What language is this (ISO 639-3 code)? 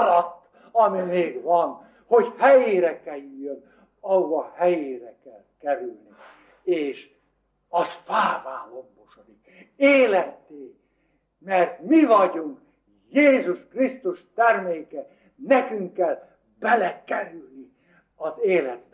hun